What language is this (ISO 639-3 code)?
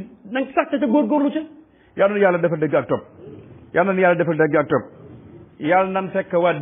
wol